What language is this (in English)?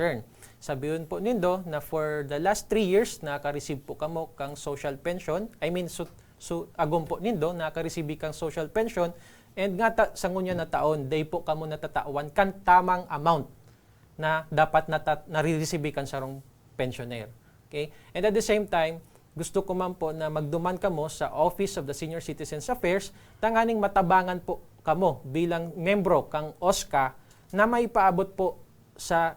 Bikol